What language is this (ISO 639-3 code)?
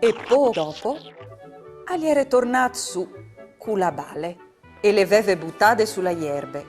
fur